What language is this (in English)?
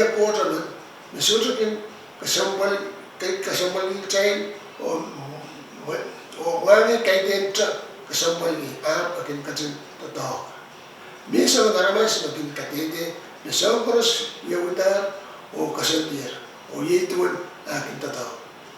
Pohnpeian